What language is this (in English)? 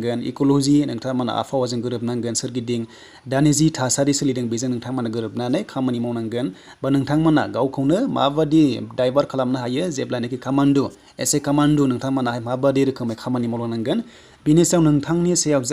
Bodo